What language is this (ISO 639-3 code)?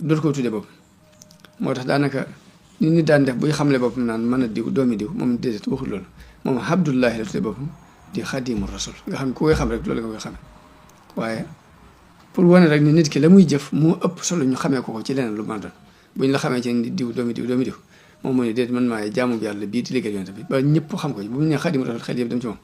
wol